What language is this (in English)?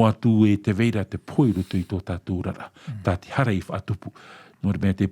Tahitian